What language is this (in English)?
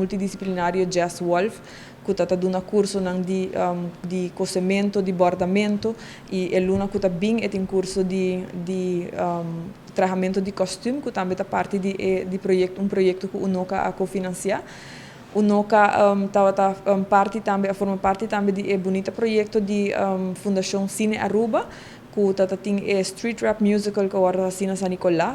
Papiamento